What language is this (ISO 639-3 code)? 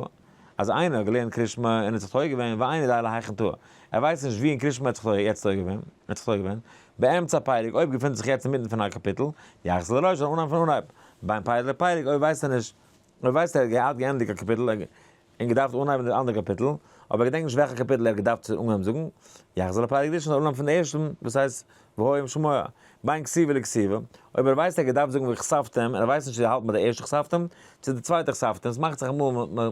yid